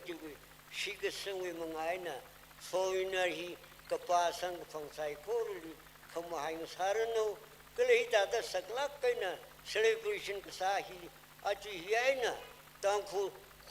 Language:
Tangkhul Naga (India)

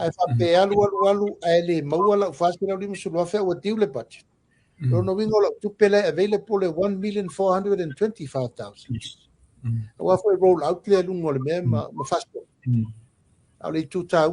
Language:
Samoan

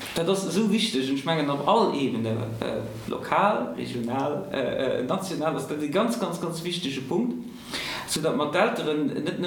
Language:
Luxembourgish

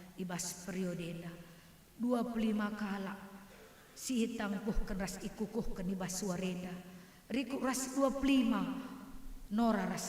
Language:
Batak Karo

